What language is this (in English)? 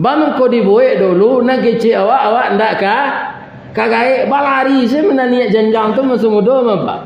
Minangkabau